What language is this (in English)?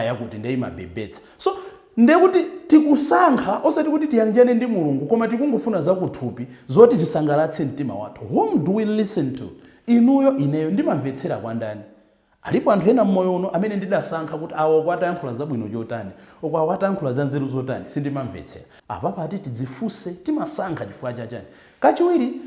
Nyanja